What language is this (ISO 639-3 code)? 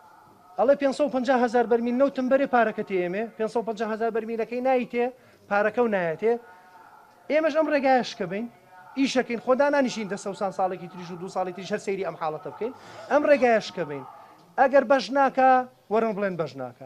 ckb